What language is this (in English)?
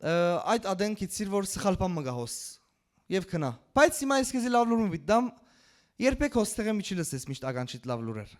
Western Armenian